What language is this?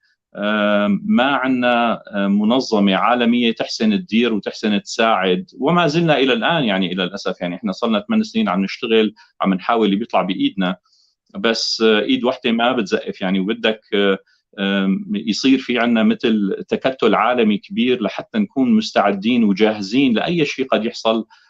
North Levantine Arabic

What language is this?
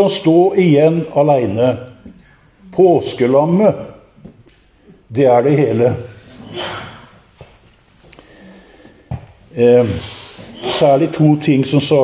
Norwegian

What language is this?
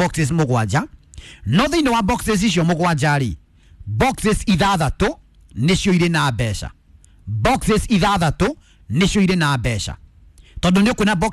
Kikuyu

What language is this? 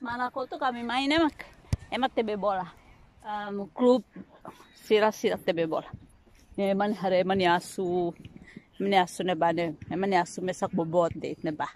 Tetum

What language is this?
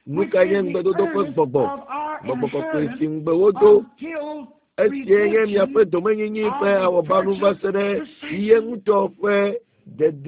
Ewe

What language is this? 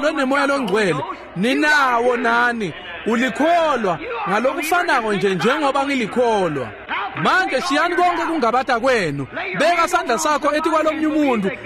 Swati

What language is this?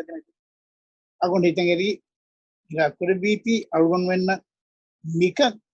Divehi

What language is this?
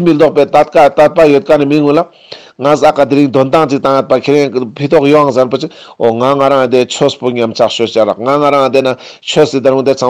Ladakhi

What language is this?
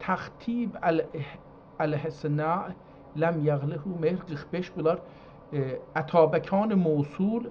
South Azerbaijani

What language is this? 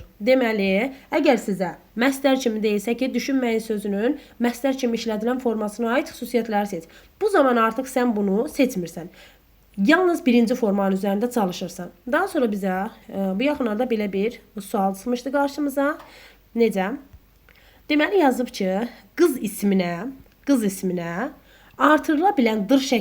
Azerbaijani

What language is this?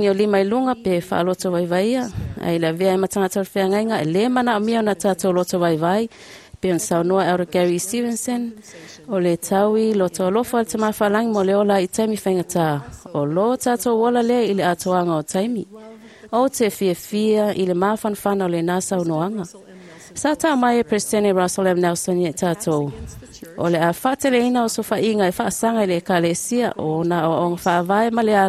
Samoan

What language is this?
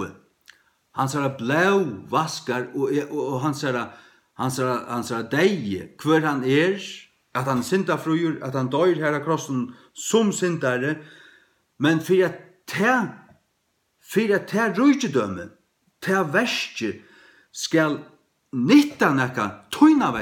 Faroese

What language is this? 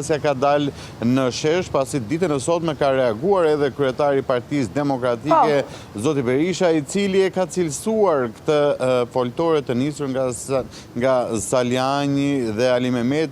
Albanian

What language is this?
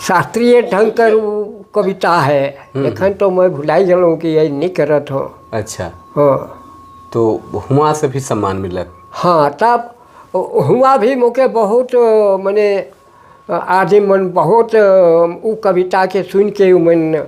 Sadri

